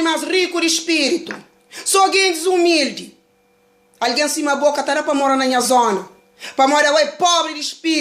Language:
Kabuverdianu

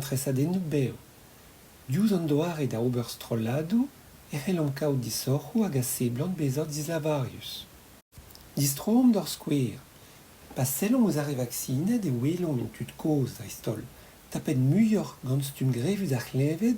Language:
Breton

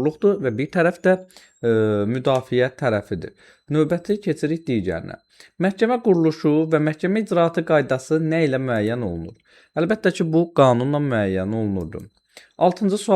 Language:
Azerbaijani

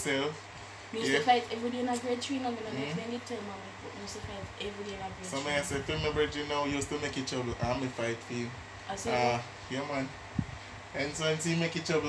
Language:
Jamaican Creole English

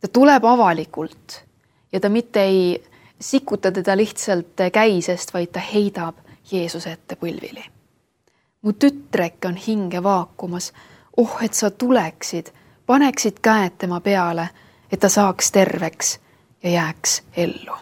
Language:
Estonian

